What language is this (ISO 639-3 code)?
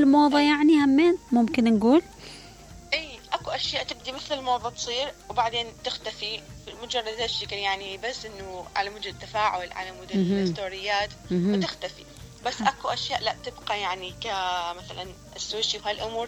acm